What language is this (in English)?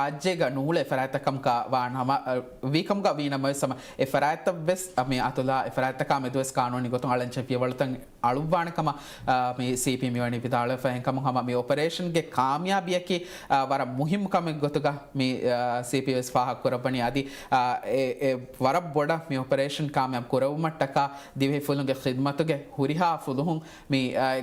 Divehi